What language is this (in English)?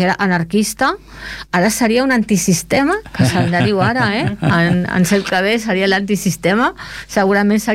Catalan